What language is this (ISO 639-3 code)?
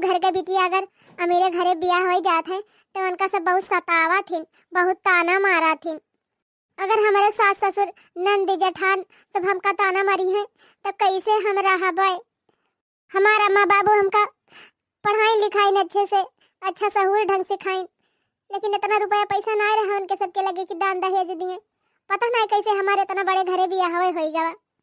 awa